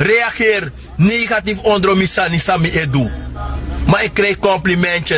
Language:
Sranan Tongo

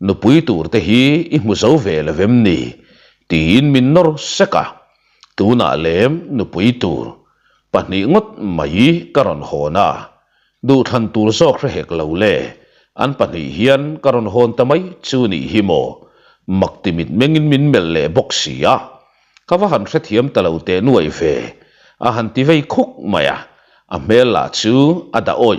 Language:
Mizo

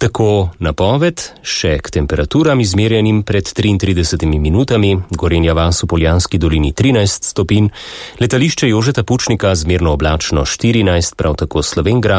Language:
Slovenian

